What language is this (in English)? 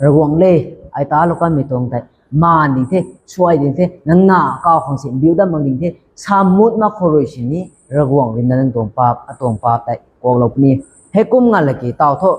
Rongmei Naga